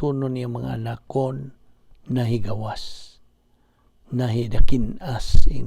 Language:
Cebuano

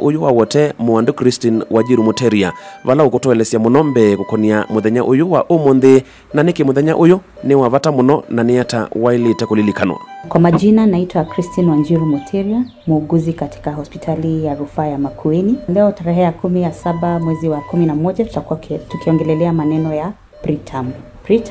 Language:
Kamba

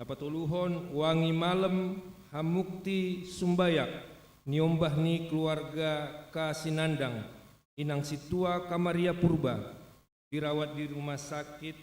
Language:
Batak Simalungun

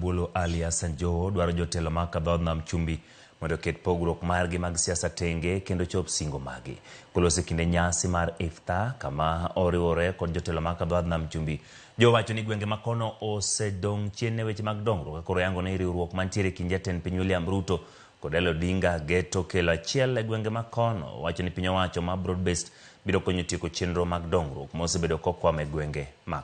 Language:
Luo (Kenya and Tanzania)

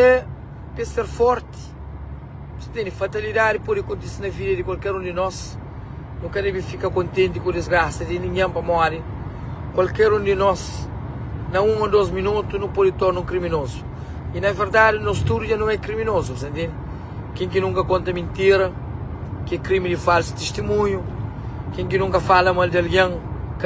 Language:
Kabuverdianu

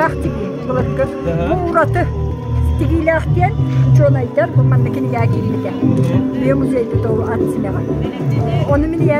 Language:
Yakut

